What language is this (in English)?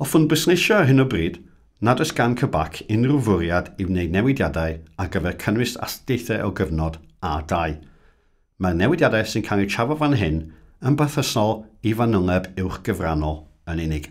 Welsh